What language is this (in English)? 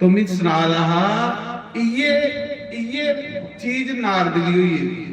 Dogri